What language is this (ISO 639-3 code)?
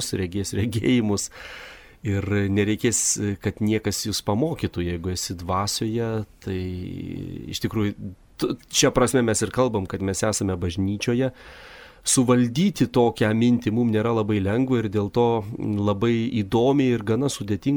lit